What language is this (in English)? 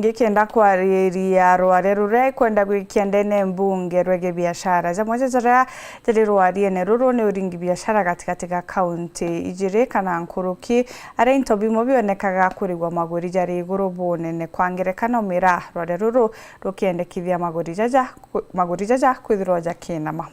Meru